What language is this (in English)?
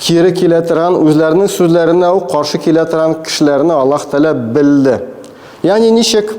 Tatar